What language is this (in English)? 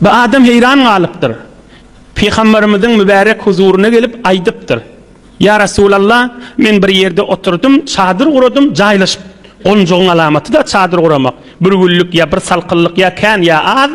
Turkmen